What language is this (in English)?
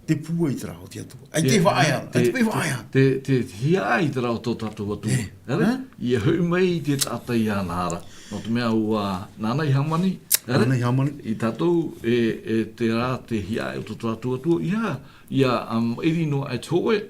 Tahitian